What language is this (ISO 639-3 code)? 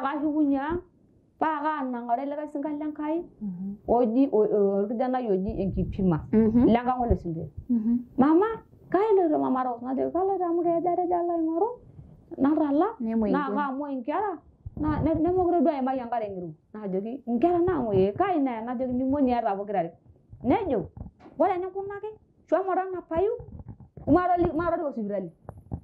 mas